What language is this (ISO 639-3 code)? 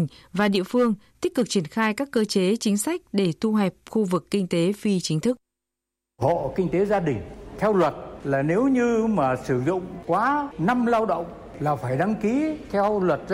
vie